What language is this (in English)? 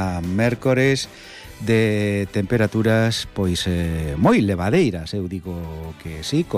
Galician